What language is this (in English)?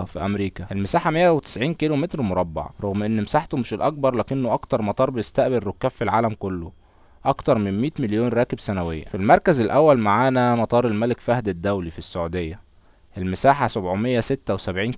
Egyptian Arabic